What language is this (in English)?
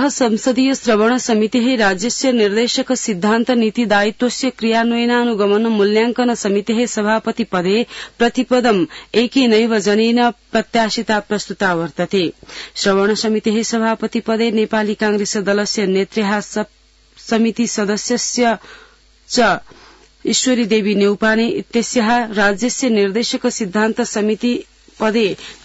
Sanskrit